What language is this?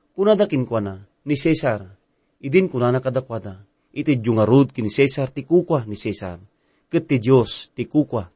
Iloko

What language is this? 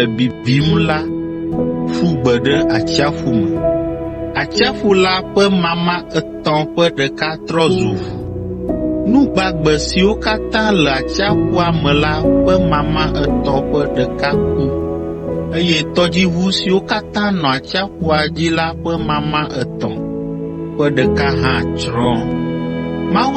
Ewe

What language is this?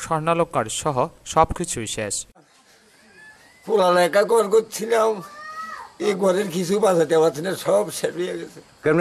Bangla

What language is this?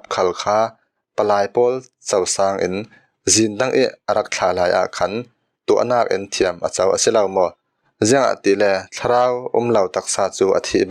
Falam Chin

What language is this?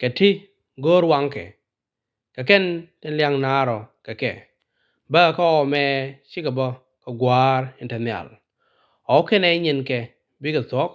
Nuer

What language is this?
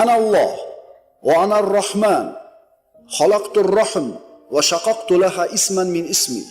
Uzbek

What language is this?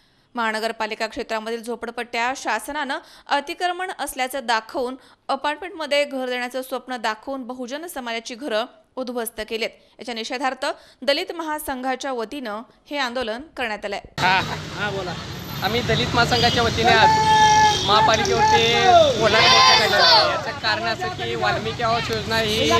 Marathi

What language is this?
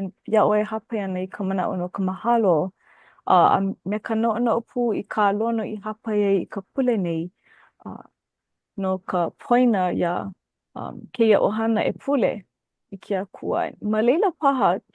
Hawaiian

